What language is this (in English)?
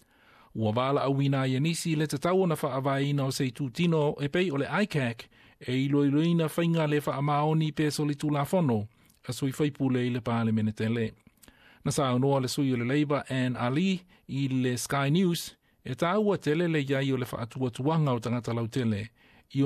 Samoan